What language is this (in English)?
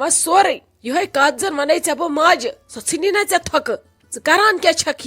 Kashmiri